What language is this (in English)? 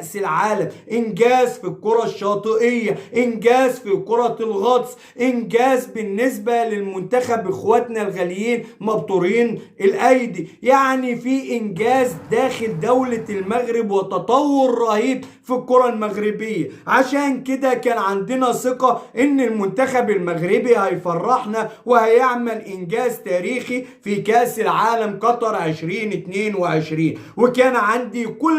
Egyptian Arabic